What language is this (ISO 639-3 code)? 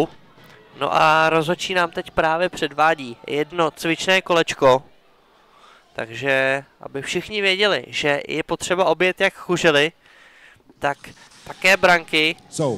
ces